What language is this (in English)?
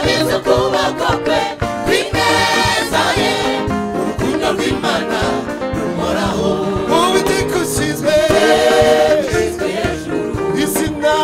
Kinyarwanda